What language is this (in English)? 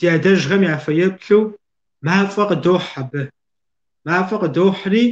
Kabardian